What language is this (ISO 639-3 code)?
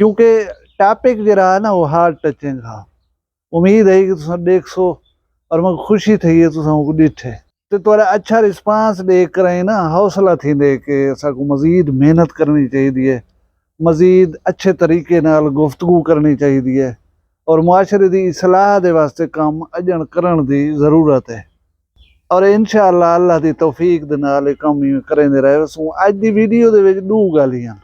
skr